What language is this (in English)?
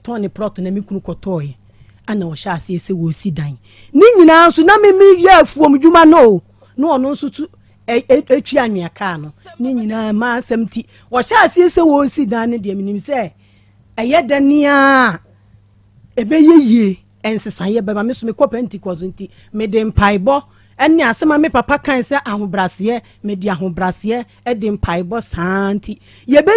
Akan